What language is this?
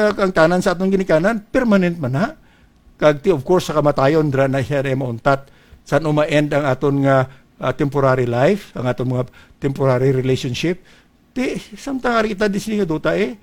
Hiligaynon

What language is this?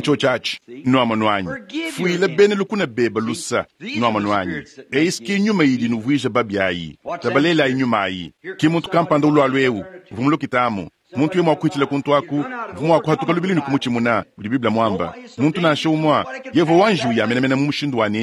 Luba-Lulua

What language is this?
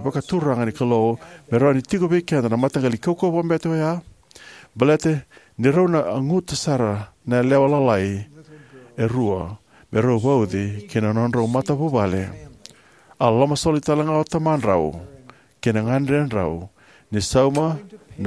Fijian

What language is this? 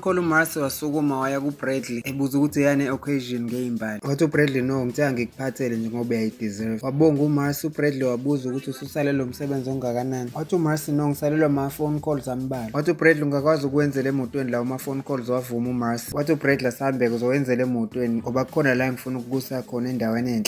Zulu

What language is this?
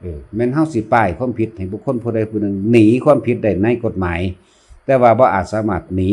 Lao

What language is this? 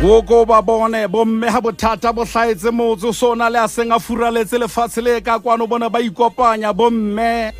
Southern Sotho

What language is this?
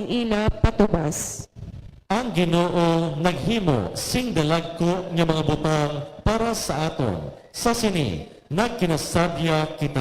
Hiligaynon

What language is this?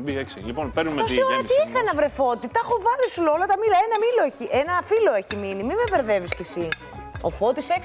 Greek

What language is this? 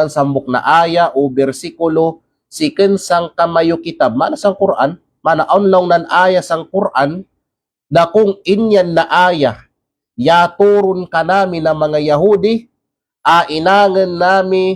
Kalagan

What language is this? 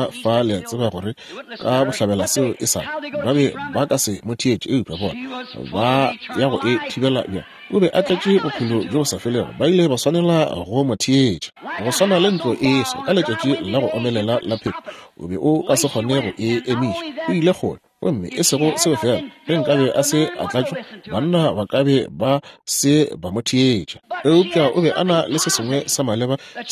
Northern Sotho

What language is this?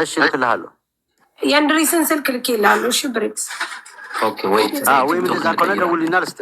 Amharic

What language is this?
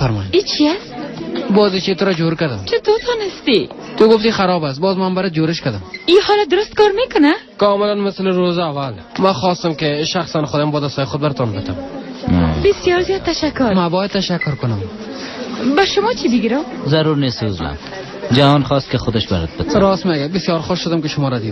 Tajik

